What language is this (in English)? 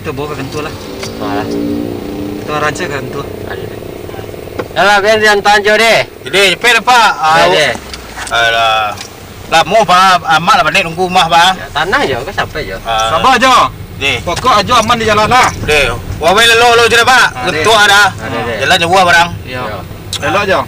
Minangkabau